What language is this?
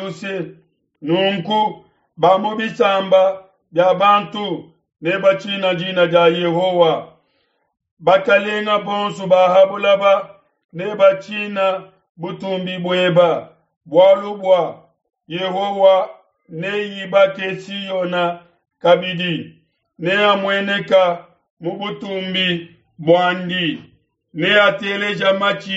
Luba-Lulua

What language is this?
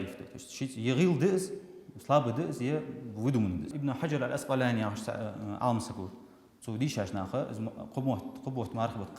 Ingush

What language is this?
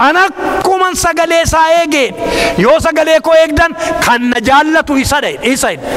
Oromo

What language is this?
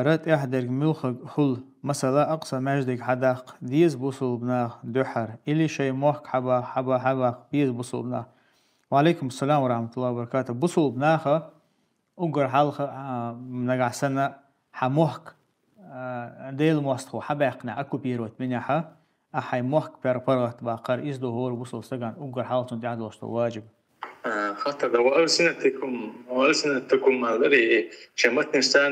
Chechen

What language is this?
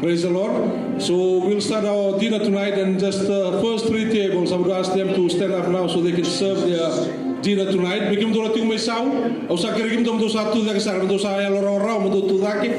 Fijian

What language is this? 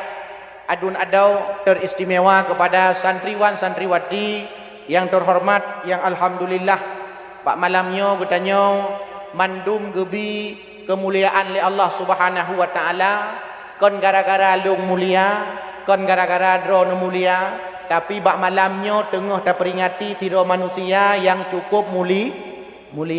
Achinese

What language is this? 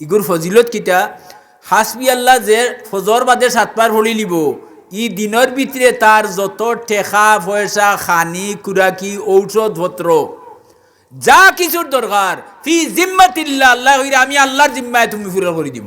Sylheti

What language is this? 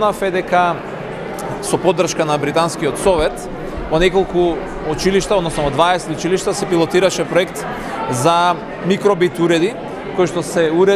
Macedonian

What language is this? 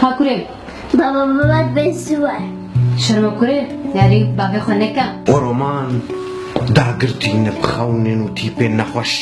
Kurdish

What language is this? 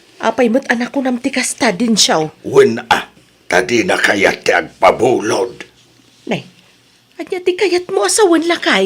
Iloko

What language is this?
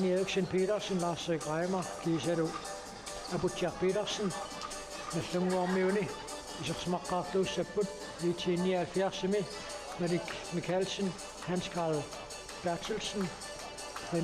Kalaallisut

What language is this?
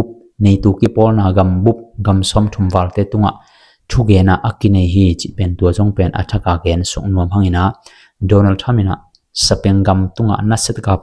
Tedim Chin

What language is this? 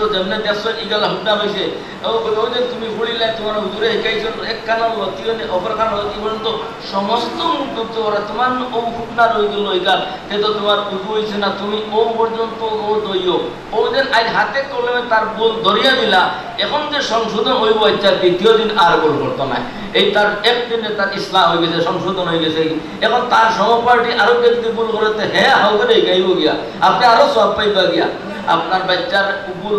Sylheti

